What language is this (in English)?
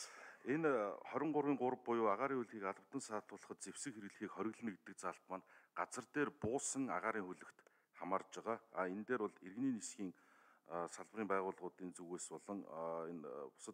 Mongolian